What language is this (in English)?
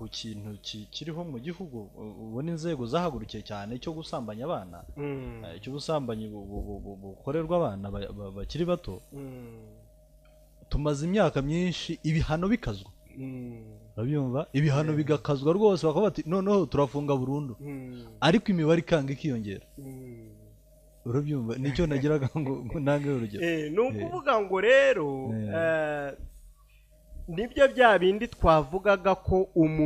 Kinyarwanda